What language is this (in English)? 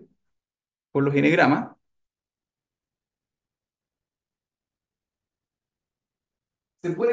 Spanish